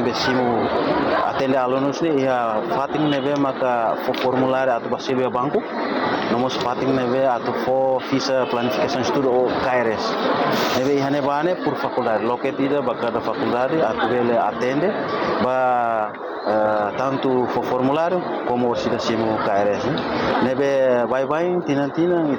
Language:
Tetum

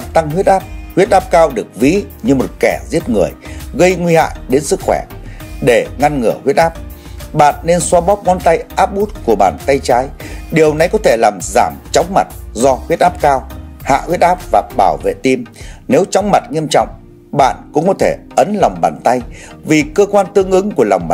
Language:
Vietnamese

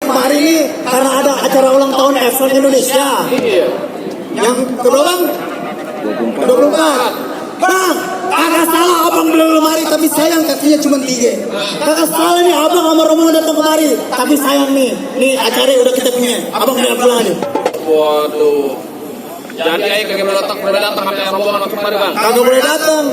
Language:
Betawi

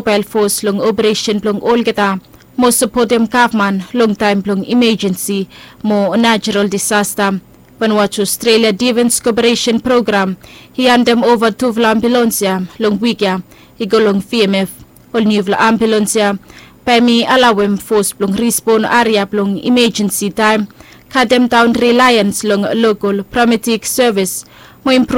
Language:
Bislama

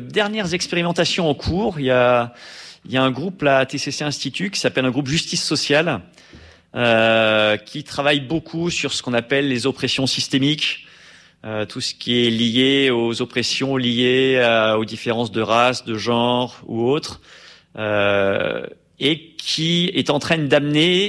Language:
French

